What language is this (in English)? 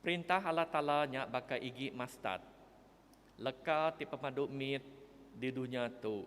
Iban